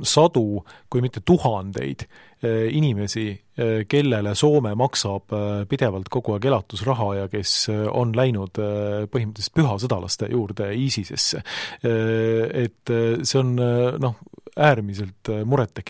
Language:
Estonian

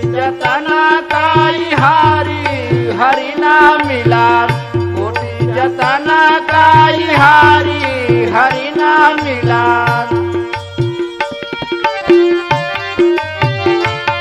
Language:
Bhojpuri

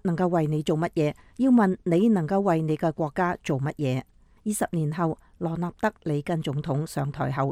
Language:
Cantonese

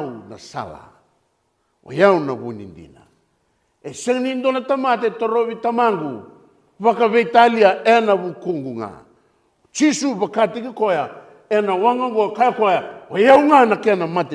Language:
Fijian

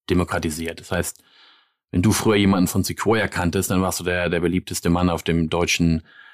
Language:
German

